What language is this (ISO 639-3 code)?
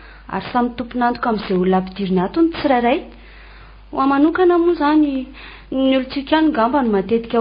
mlg